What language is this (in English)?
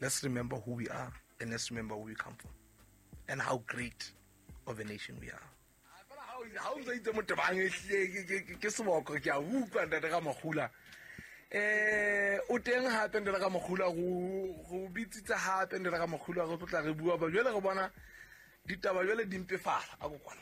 Southern Sotho